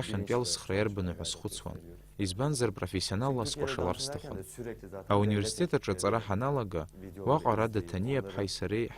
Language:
Abkhazian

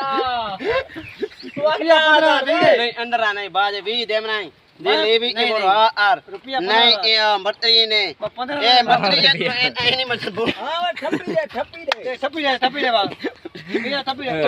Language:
Saraiki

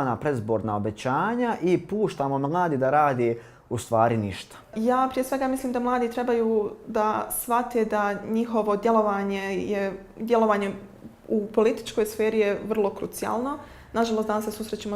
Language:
Bosnian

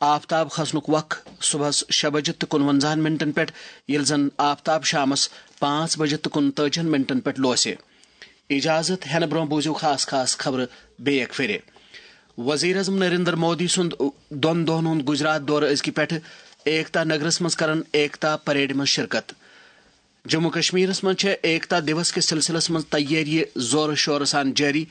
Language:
Kashmiri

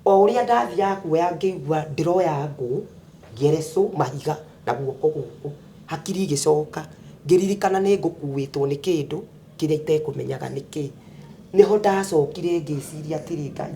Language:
Kikuyu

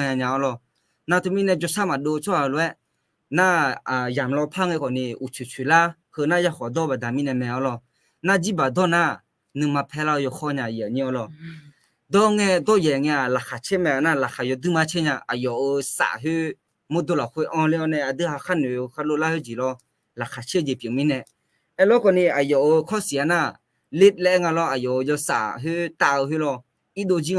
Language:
Akha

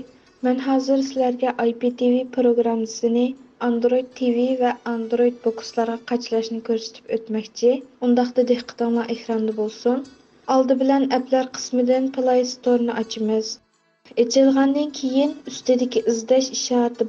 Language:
Uyghur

